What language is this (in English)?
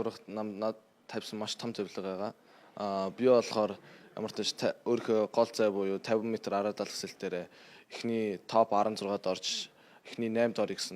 Mongolian